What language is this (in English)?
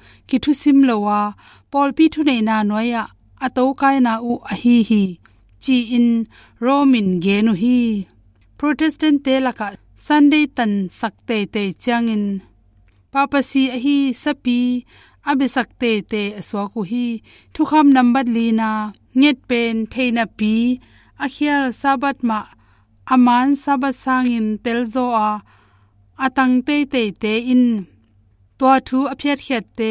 Tedim Chin